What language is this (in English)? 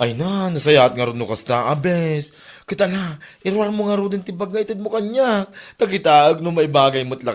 Iloko